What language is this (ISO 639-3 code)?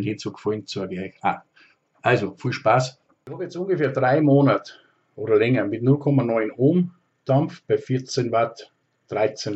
bar